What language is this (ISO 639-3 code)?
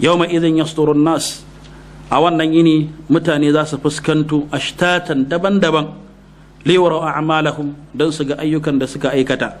hau